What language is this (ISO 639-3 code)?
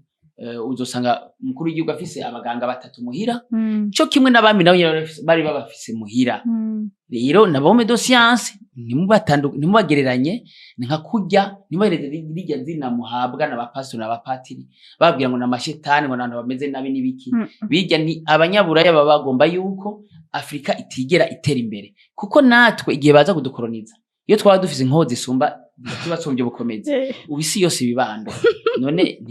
run